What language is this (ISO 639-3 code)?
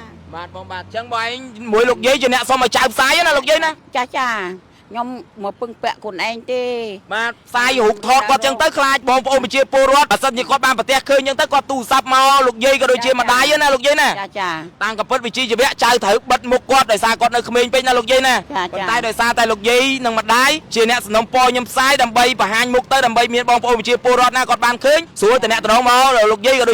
khm